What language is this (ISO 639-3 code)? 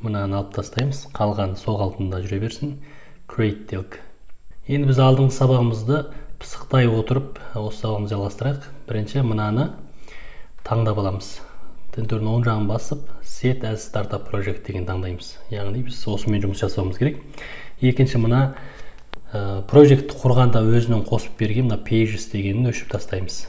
kaz